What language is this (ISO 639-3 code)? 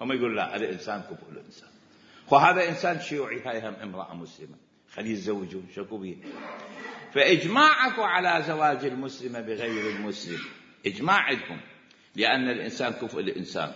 acm